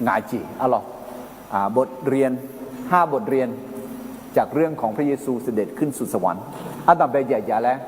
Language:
Akha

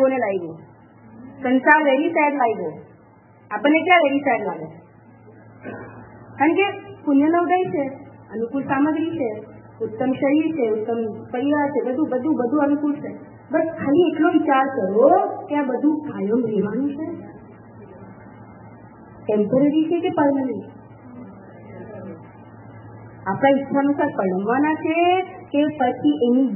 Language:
Gujarati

